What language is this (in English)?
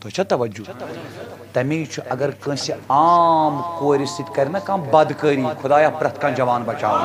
Kashmiri